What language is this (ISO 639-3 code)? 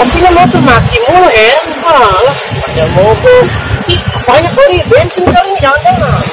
bew